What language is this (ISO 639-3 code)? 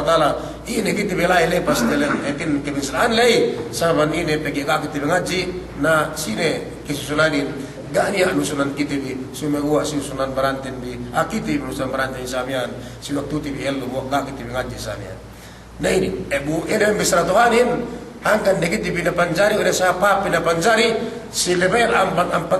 yka